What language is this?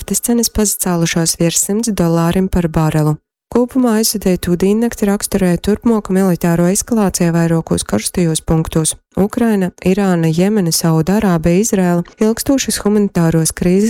Latgalian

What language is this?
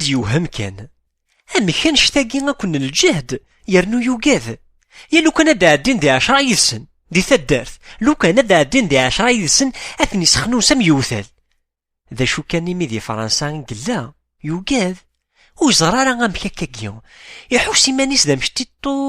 Kabyle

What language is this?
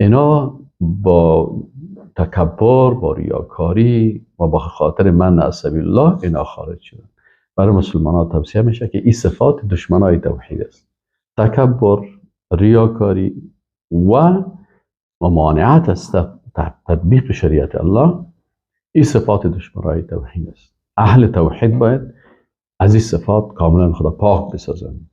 Persian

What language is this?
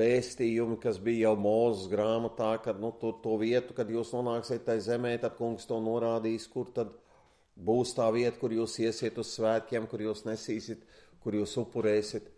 Latvian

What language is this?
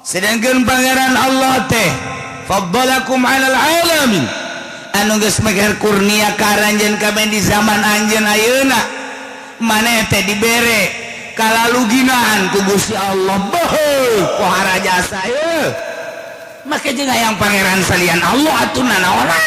Sundanese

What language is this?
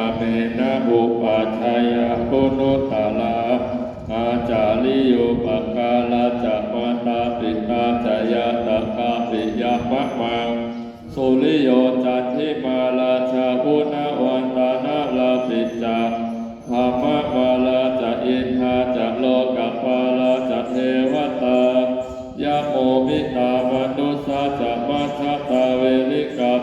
Pali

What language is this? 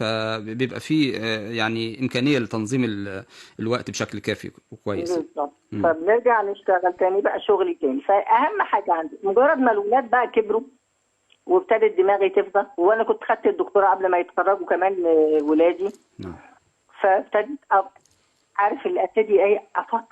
Egyptian Arabic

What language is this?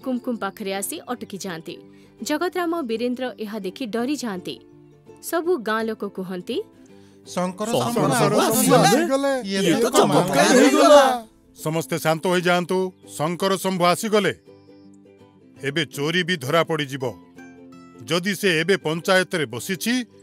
Odia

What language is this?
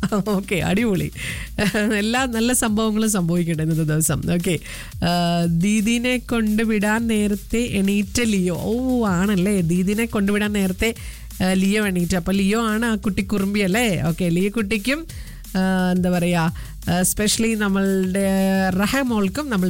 Malayalam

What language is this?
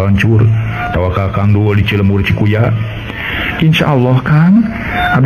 Sundanese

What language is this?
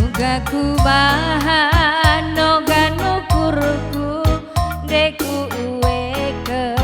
Batak Karo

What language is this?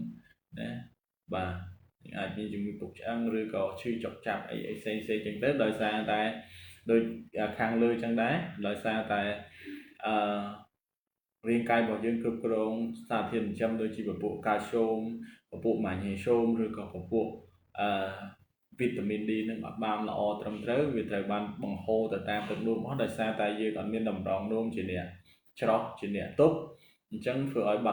Khmer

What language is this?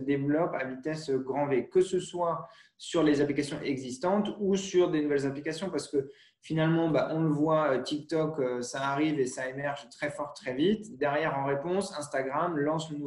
French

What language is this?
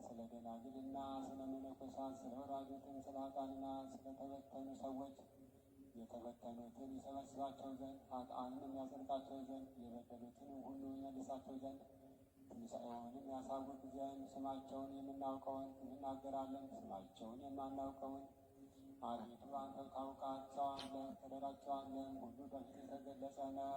Amharic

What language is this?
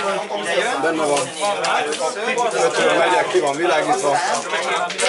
Hungarian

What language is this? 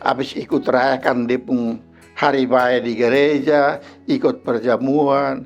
Kupang Malay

